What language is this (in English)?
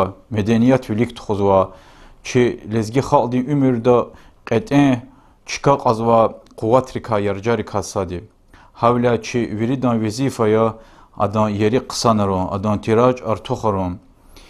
Lezghian